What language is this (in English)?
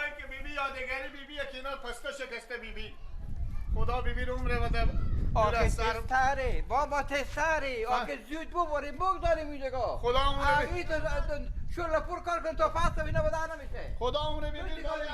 Persian